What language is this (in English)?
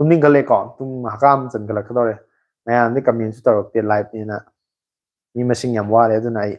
Manipuri